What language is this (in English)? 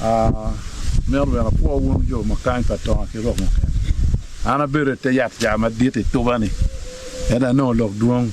Acoli